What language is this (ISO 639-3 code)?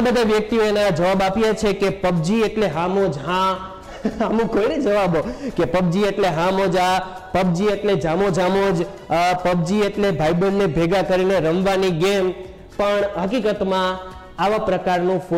guj